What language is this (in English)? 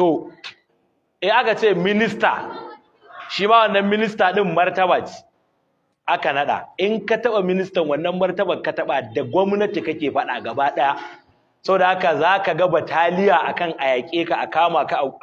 Hausa